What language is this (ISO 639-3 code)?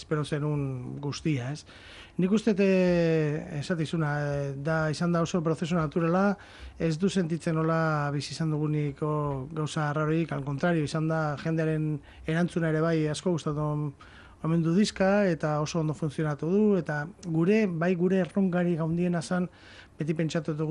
eus